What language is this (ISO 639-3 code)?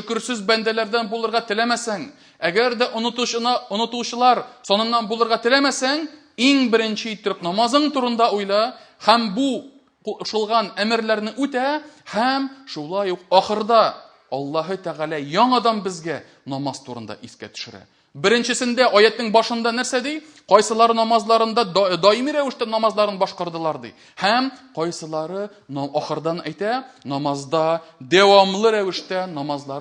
tat